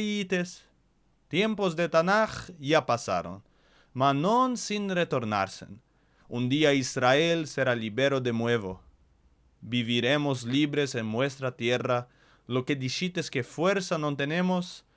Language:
Ladino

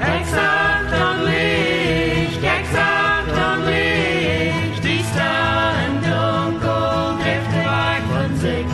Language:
Plautdietsch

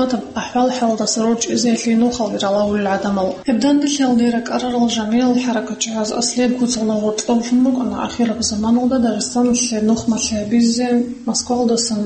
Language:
Avaric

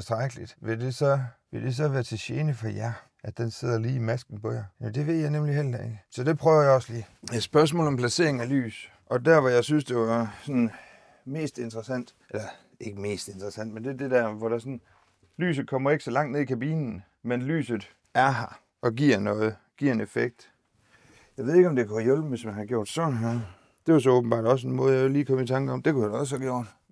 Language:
Danish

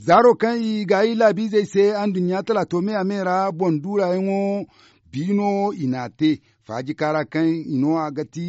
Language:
Zarma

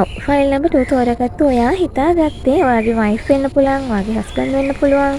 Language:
Sinhala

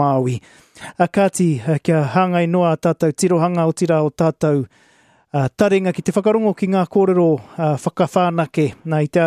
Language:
Māori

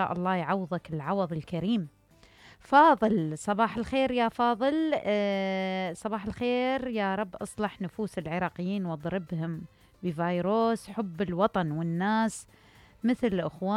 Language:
Mesopotamian Arabic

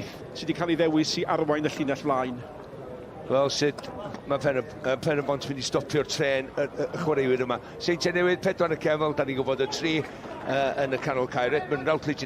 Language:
Welsh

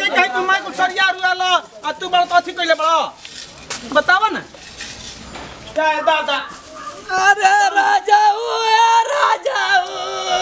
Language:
Bhojpuri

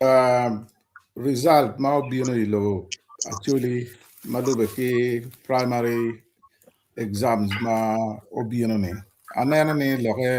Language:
Acoli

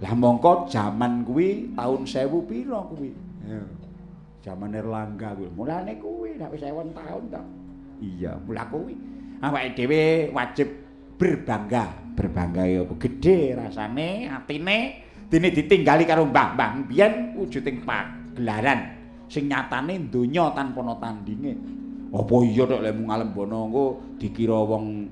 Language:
Javanese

